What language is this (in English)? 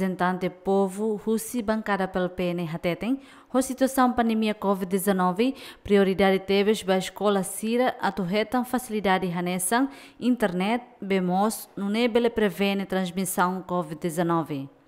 Tetum